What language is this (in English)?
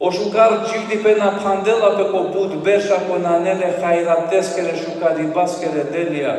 Balkan Romani